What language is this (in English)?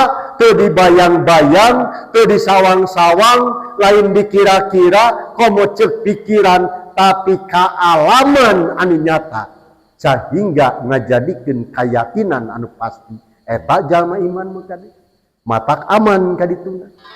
Sundanese